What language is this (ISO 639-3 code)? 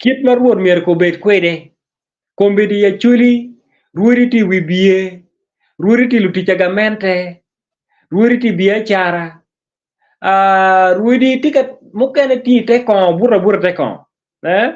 ach